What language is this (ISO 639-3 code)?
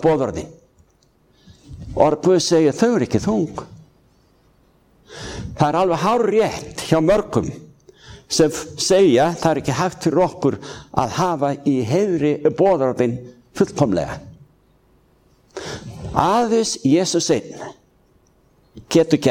isl